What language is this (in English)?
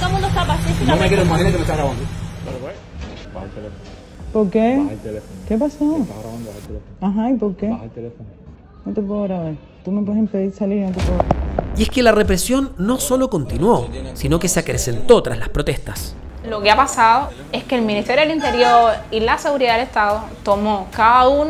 Spanish